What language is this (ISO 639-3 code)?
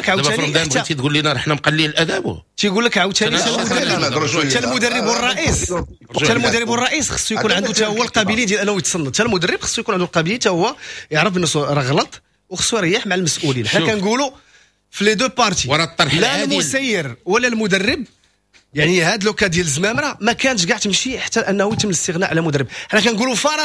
ary